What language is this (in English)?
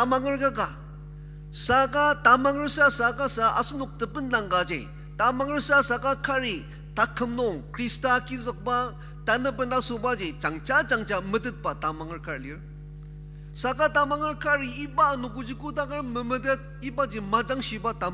Ao Naga